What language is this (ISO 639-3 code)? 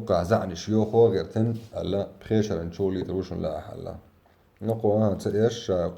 che